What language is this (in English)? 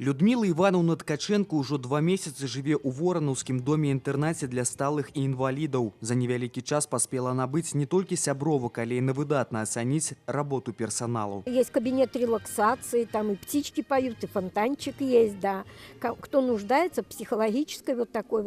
Belarusian